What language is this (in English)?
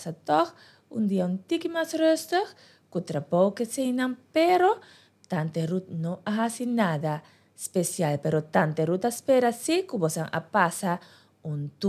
Papiamento